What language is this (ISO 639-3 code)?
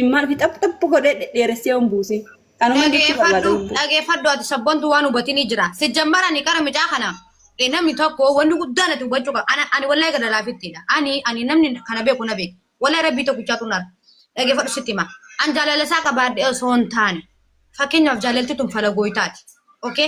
orm